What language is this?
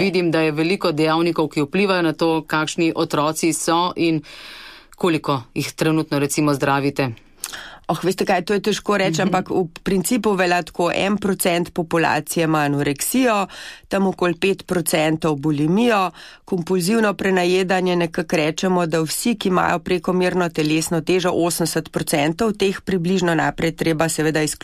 Slovenian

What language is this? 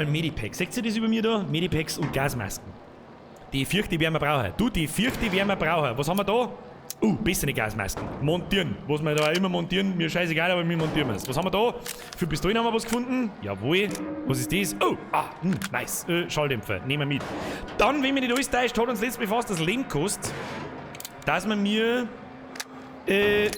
Bavarian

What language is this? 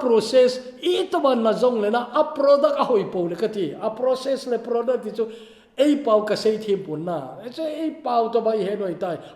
Thado Chin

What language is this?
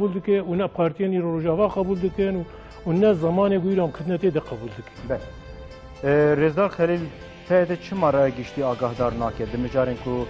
Kurdish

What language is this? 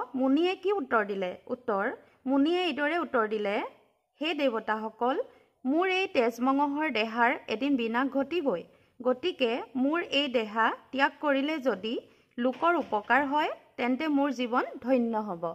Assamese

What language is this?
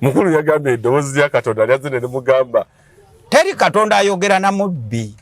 Ganda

